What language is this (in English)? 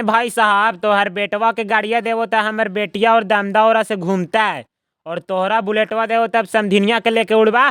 Magahi